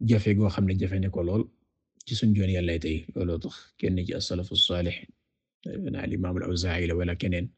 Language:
Wolof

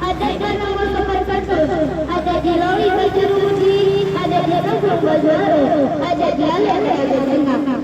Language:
Minangkabau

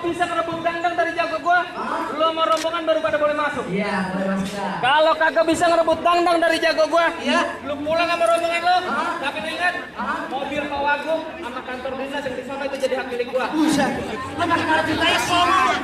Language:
Betawi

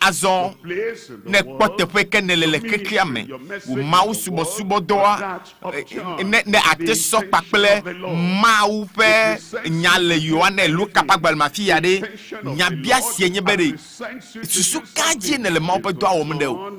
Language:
Ewe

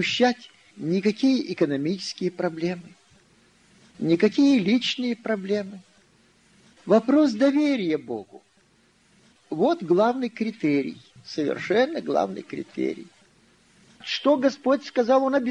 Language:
Russian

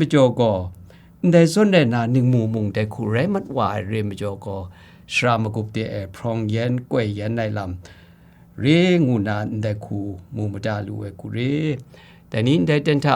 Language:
Kachin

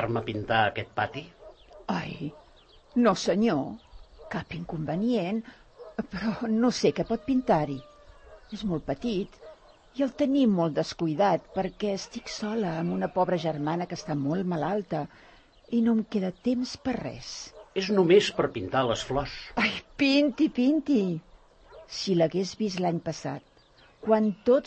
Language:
Catalan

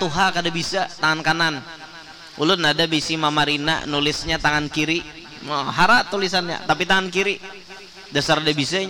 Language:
Banjar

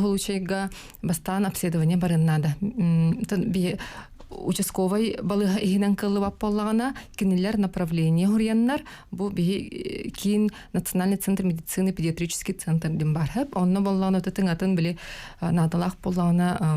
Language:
Yakut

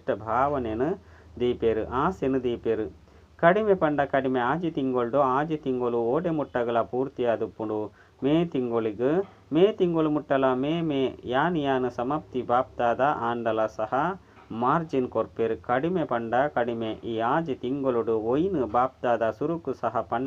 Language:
Tulu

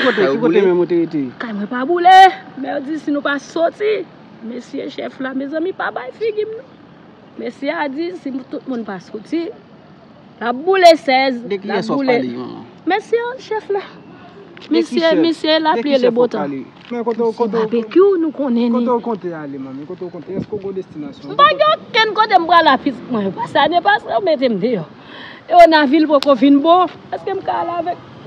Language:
Haitian Creole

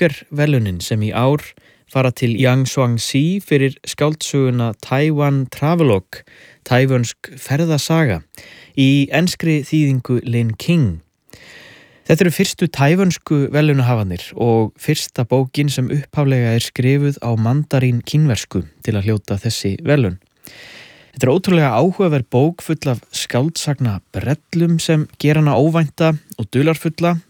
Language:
Icelandic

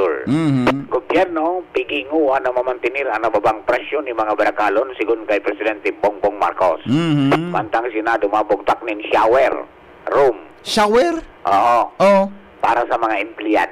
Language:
Bikol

